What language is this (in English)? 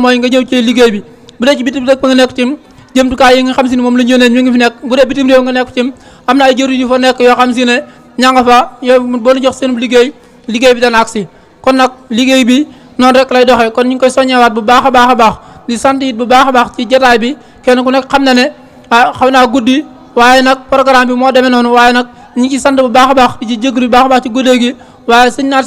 Wolof